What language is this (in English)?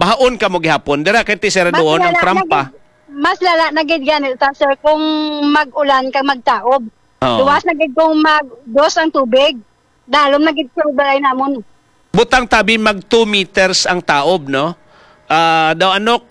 Hiligaynon